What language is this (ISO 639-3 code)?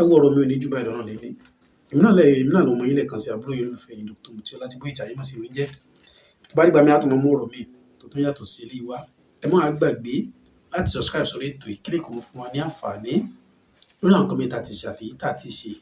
yor